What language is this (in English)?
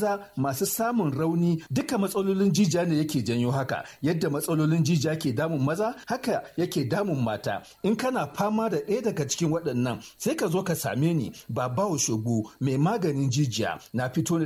Hausa